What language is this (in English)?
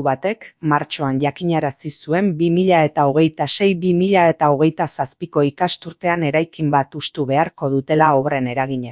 Basque